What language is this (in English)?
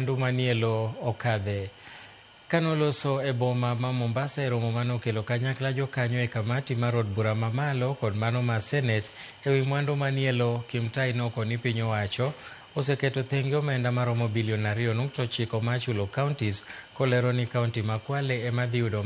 Luo (Kenya and Tanzania)